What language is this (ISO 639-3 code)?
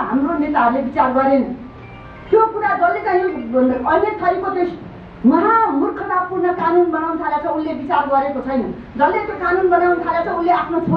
nep